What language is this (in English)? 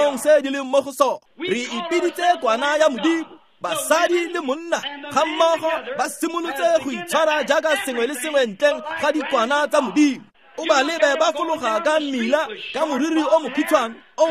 Tswana